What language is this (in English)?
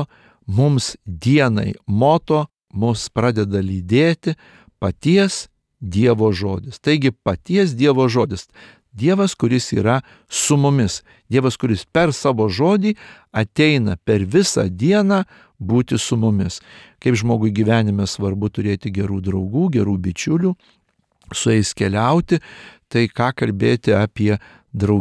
Lithuanian